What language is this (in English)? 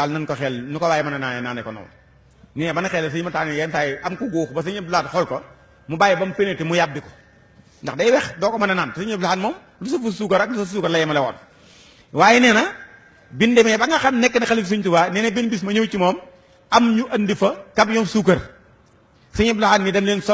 Wolof